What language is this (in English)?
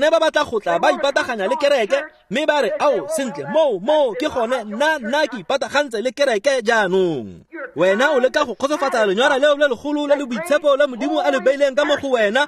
Tswana